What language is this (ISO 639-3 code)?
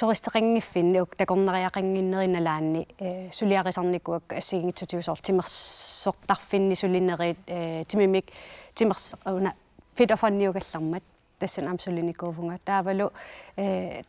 kal